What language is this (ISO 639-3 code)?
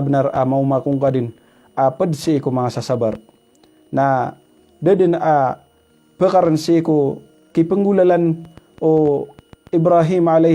mrw